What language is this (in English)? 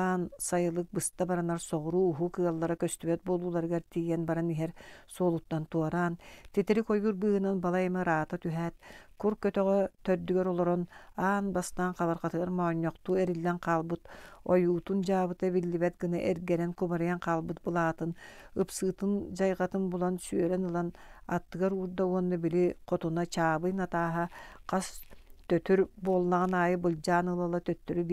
Yakut